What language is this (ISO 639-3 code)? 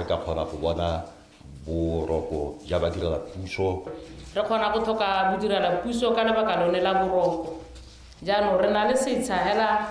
tsn